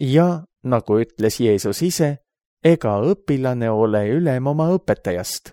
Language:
Estonian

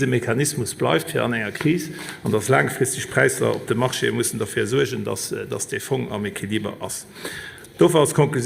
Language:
Luxembourgish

